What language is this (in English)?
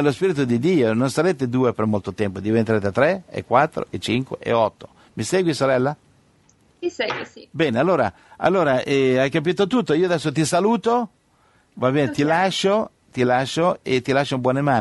Italian